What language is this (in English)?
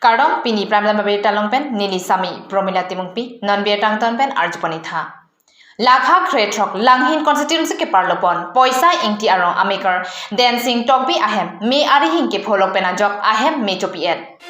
Karbi